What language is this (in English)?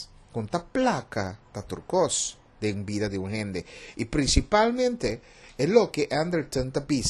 Papiamento